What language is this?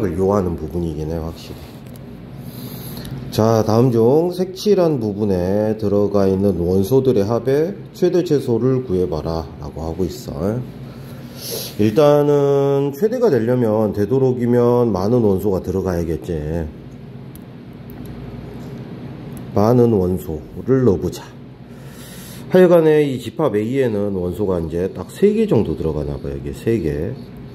Korean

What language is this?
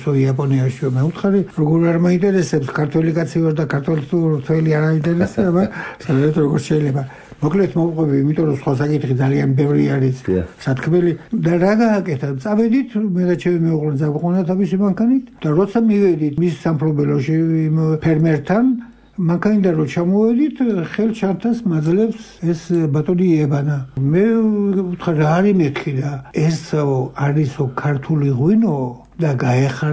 Georgian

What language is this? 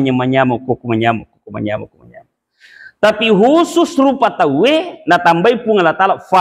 Buginese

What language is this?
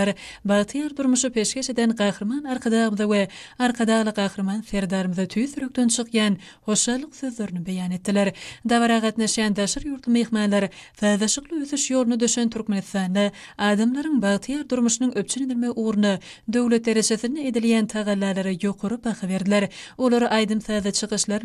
Turkmen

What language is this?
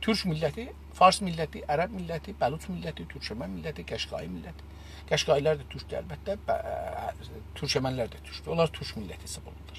South Azerbaijani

